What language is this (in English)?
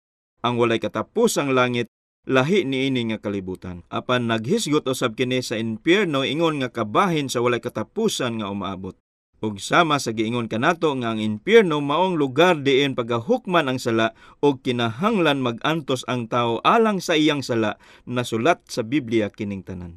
Cebuano